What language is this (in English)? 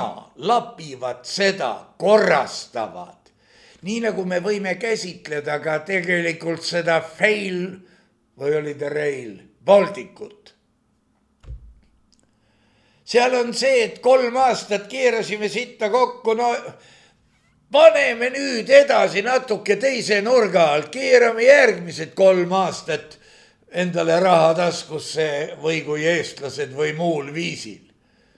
Estonian